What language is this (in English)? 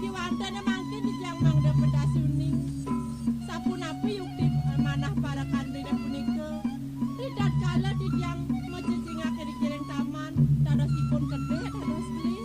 Balinese